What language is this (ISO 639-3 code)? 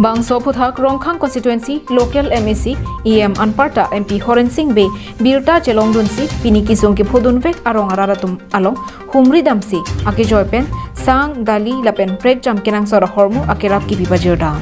mjw